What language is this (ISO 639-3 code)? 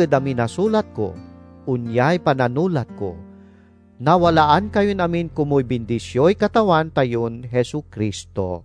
pag